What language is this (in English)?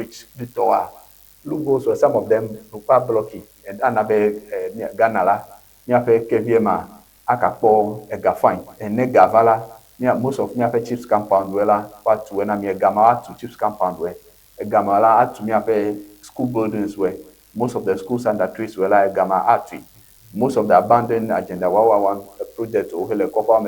Ewe